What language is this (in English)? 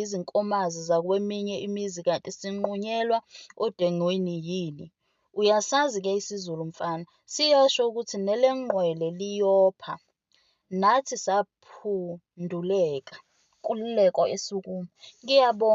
Zulu